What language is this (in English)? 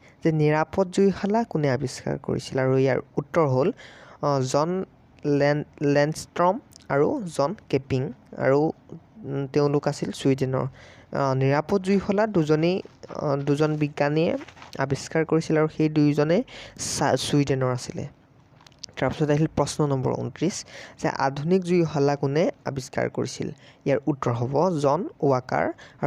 Assamese